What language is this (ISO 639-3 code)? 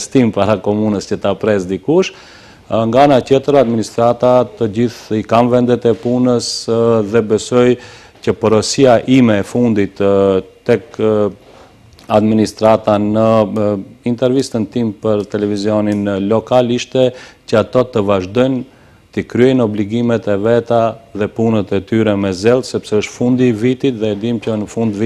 sqi